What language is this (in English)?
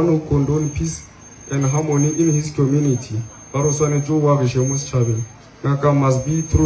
Northern Sotho